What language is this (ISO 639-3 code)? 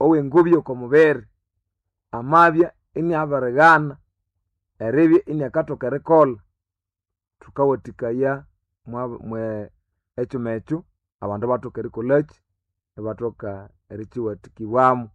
nnb